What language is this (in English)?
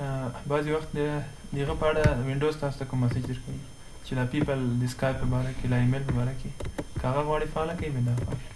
Pashto